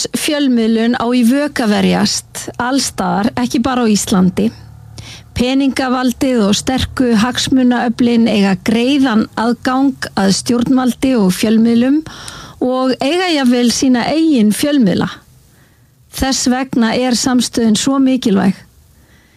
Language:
Icelandic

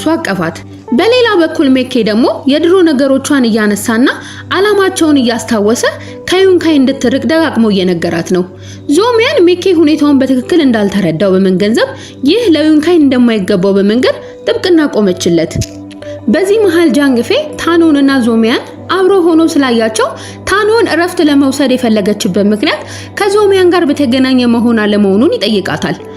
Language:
Amharic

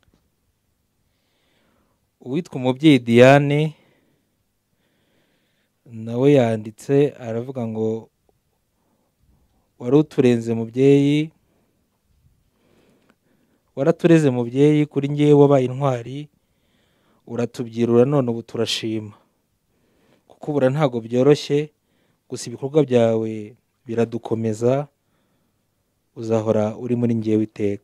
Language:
Kinyarwanda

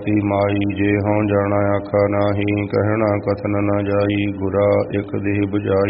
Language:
Punjabi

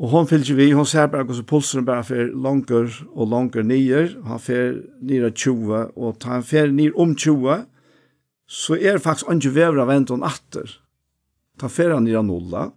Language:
Faroese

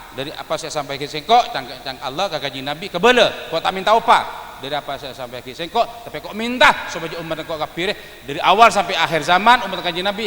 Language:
Madurese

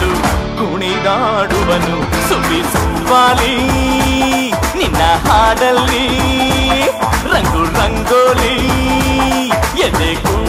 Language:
Kannada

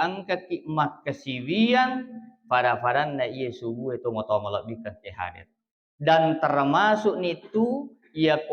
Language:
Buginese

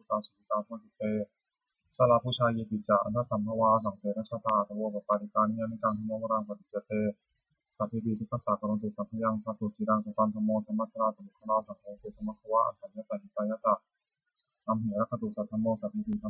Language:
Pali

